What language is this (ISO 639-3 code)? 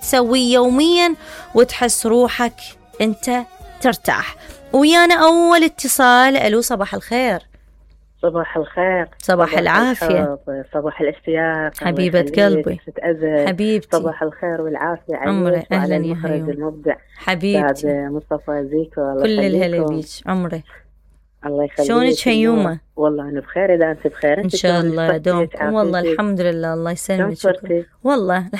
acm